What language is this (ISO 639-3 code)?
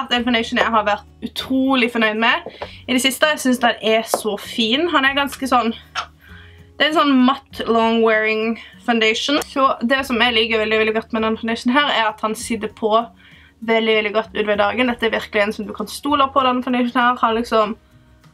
nor